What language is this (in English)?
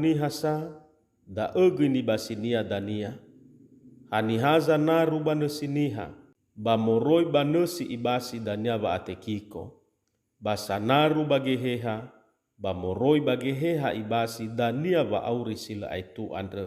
Nias